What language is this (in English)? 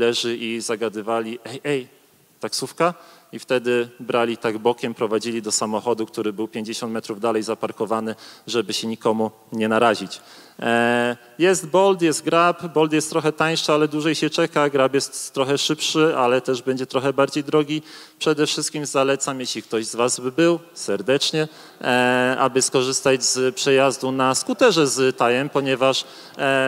Polish